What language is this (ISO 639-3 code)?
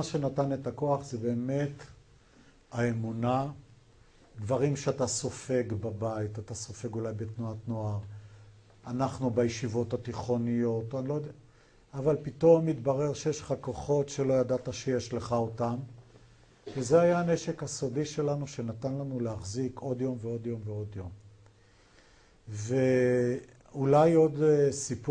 heb